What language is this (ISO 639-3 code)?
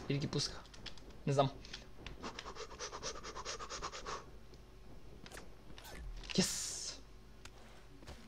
bul